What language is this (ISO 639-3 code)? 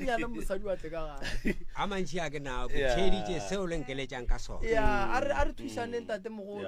nso